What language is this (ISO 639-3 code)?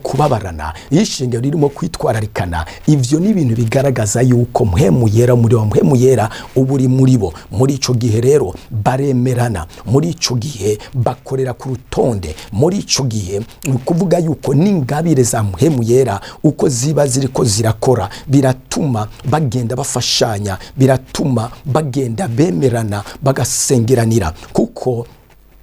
run